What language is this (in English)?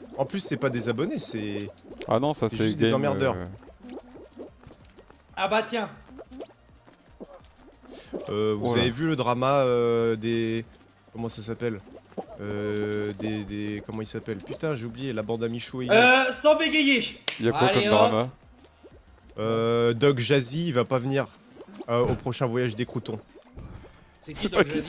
French